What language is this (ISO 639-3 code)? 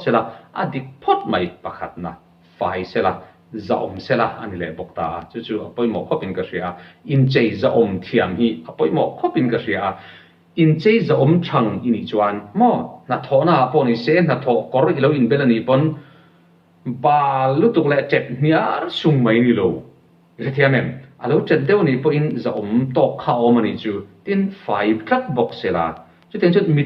lus